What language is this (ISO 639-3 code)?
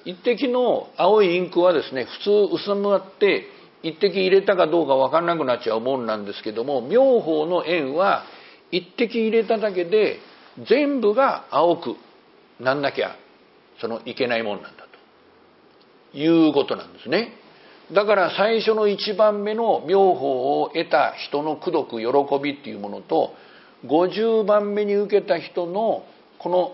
jpn